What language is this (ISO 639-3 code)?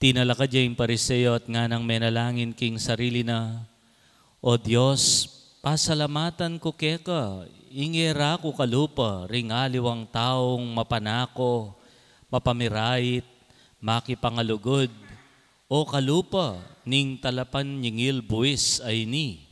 pam